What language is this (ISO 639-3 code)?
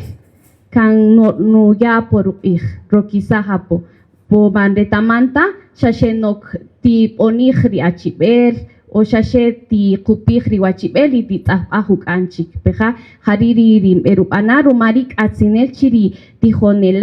cak